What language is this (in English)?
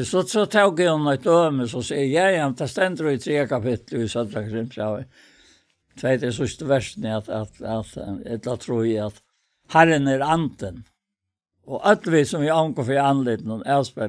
Faroese